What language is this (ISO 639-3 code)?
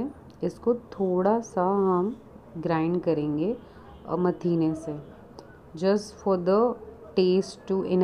hin